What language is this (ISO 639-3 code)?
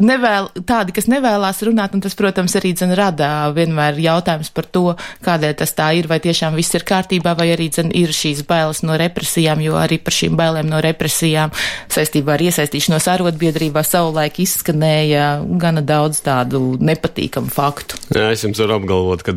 lav